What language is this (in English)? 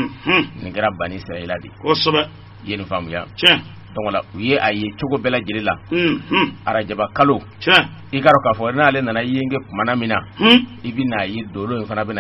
Bambara